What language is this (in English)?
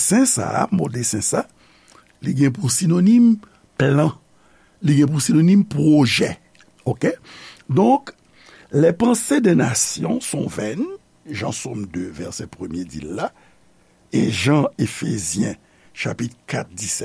Haitian Creole